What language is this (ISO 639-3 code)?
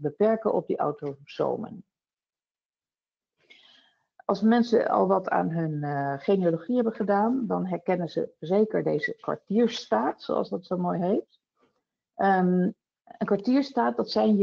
nld